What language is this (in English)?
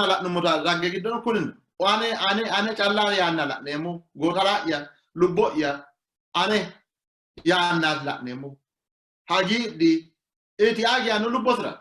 Sidamo